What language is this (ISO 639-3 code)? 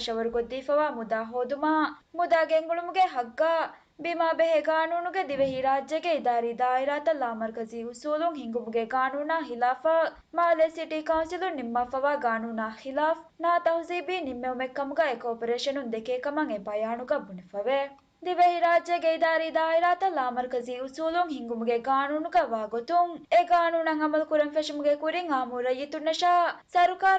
div